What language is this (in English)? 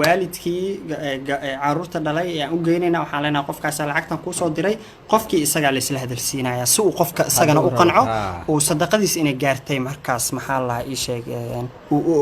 Somali